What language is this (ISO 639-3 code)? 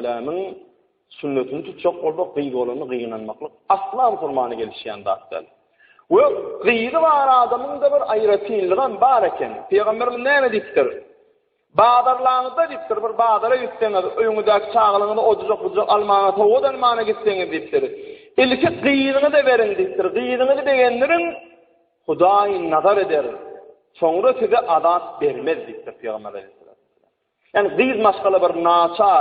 tuk